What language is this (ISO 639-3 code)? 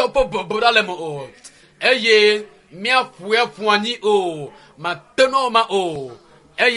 ewe